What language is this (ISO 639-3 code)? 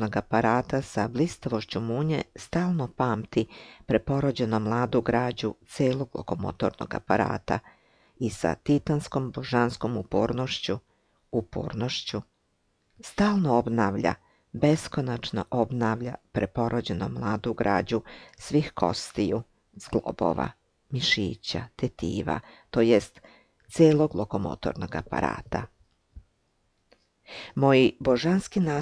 srp